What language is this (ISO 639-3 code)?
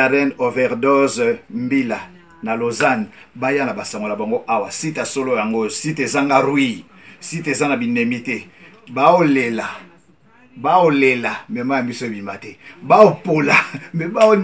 lin